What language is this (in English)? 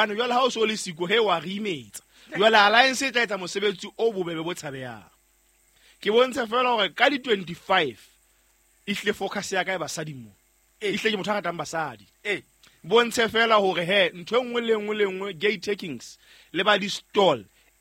Southern Sotho